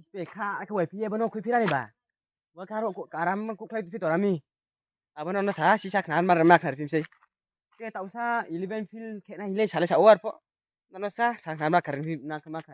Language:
Riang (India)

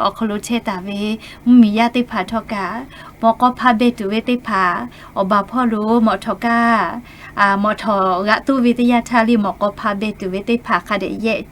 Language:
Lahu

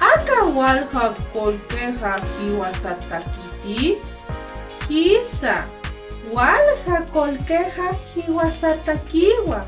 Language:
Aymara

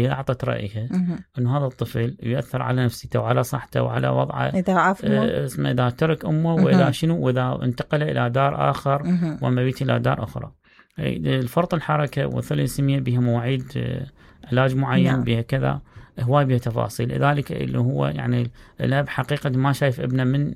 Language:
Mesopotamian Arabic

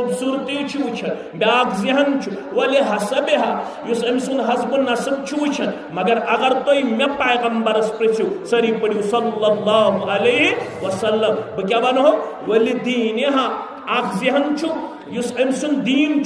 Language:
Kashmiri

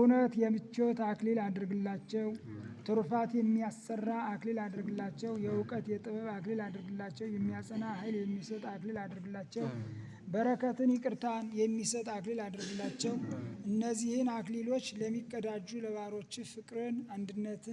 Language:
Amharic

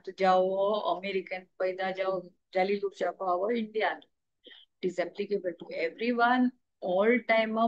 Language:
Konkani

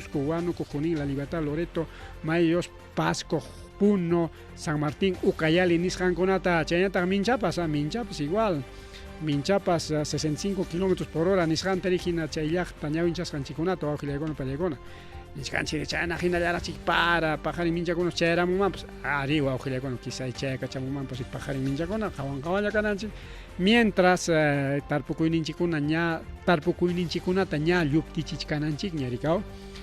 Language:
Ayacucho Quechua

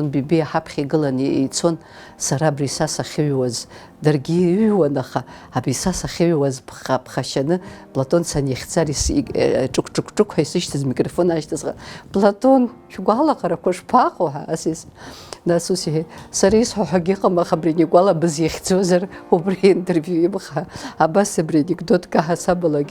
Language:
Abkhazian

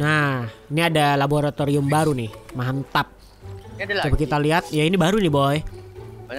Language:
Indonesian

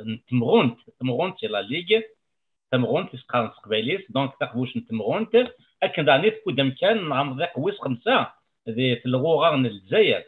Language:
Kabyle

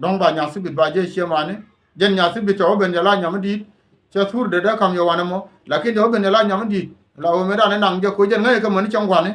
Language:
Nuer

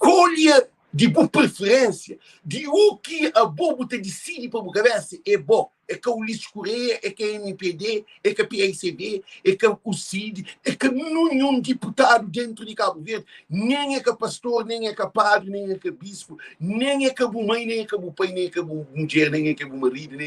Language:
Kabuverdianu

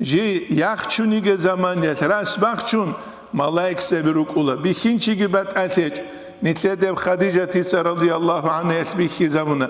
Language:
Avaric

